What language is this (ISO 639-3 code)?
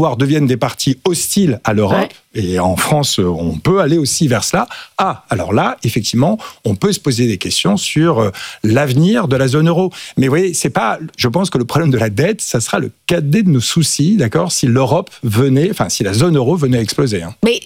fra